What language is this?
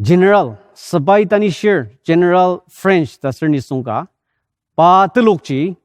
Ao Naga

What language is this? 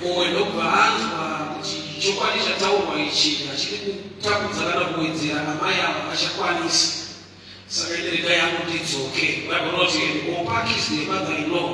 Shona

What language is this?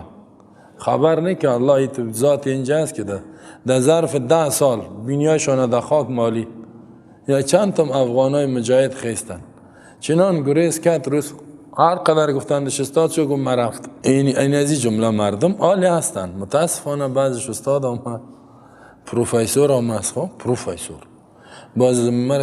Persian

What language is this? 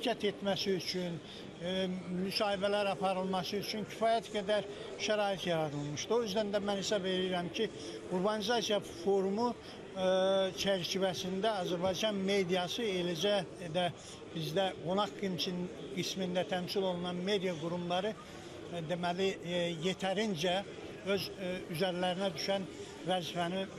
Azerbaijani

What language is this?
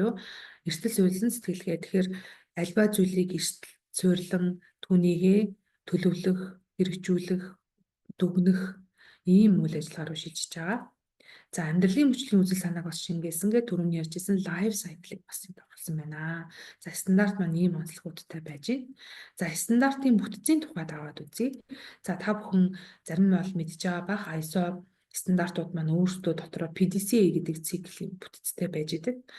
Mongolian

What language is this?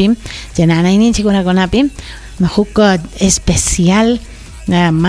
Ayacucho Quechua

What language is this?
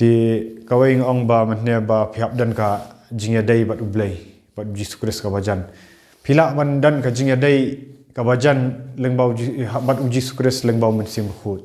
Khasi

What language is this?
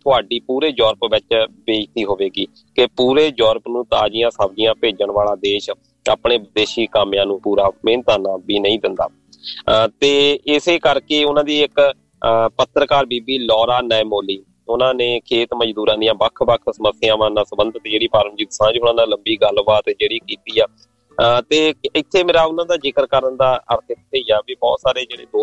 Punjabi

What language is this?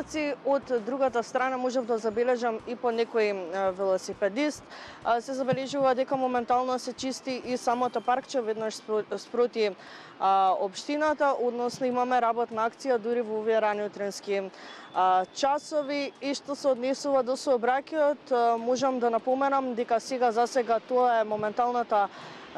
Macedonian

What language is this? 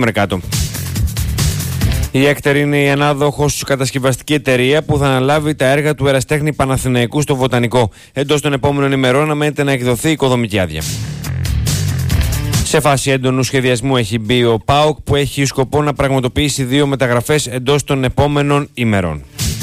Greek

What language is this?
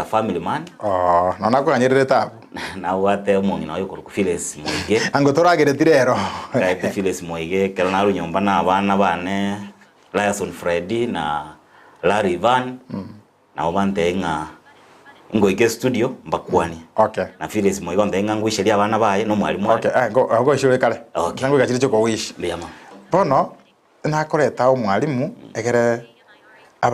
Gusii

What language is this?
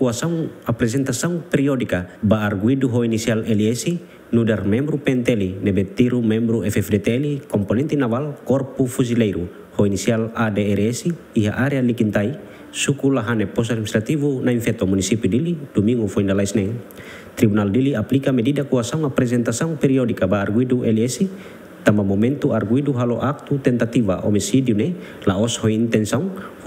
Tetum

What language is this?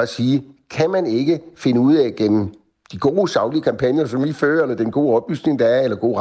Danish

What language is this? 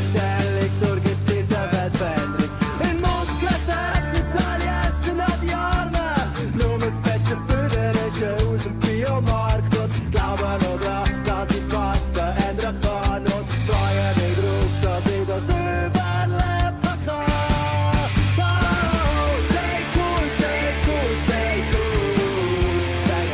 Swiss German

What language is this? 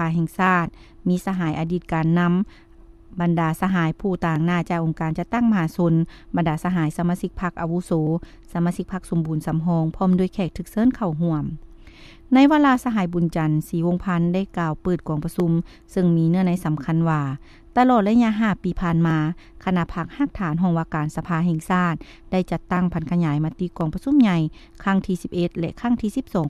Lao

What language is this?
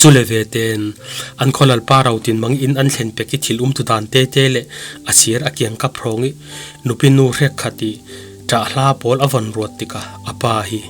Falam Chin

